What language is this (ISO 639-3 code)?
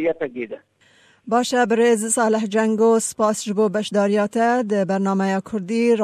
kur